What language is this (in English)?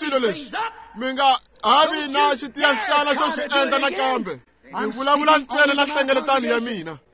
Tsonga